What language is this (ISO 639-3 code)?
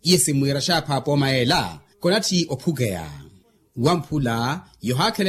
vmw